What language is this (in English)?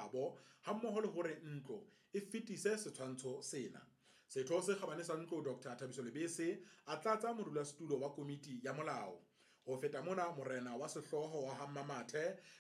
Southern Sotho